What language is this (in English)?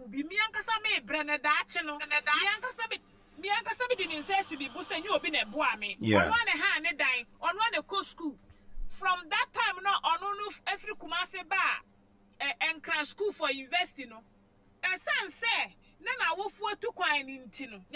Akan